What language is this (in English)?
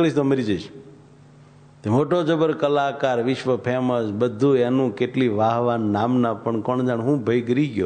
Gujarati